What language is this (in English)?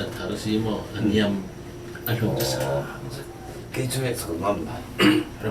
Falam Chin